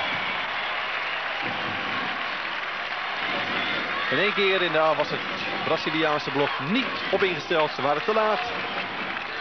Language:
Dutch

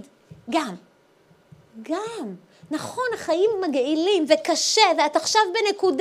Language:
Hebrew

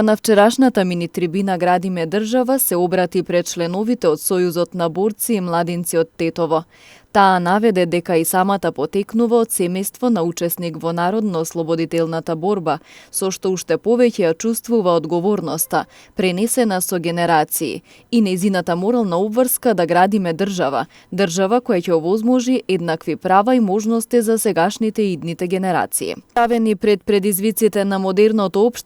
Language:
Macedonian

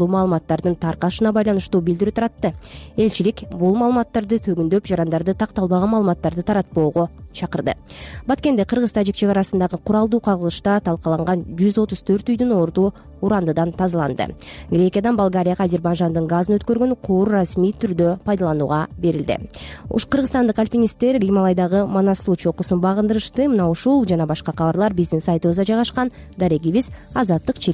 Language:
Kyrgyz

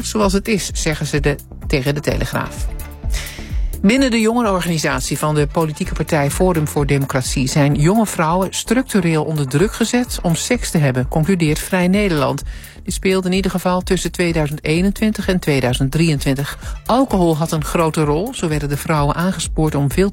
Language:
Dutch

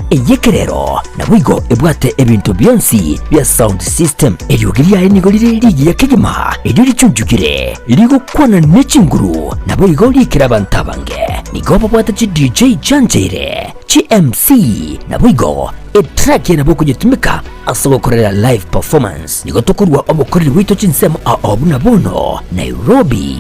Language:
Gusii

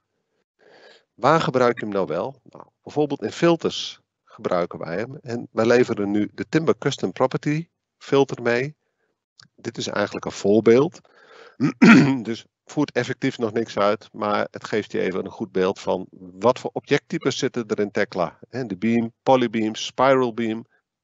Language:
Dutch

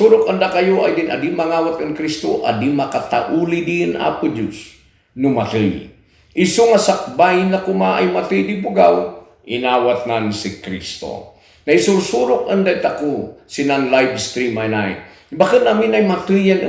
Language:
Kankanaey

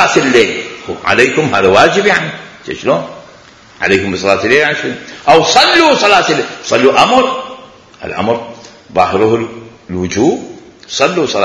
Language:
Mesopotamian Arabic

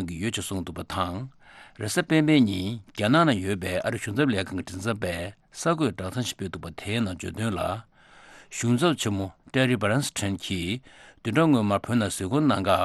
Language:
Tibetan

